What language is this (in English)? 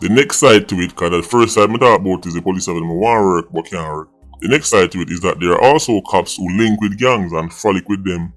Jamaican Creole English